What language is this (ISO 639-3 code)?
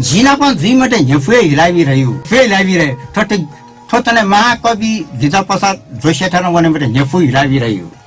new